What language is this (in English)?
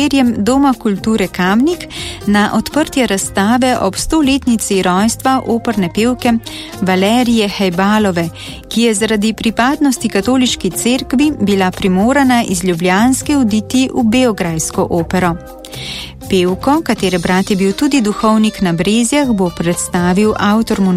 Slovenian